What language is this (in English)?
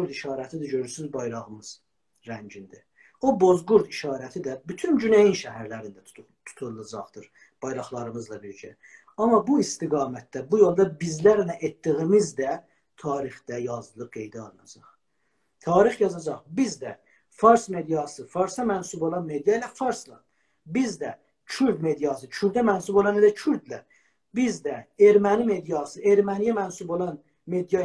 South Azerbaijani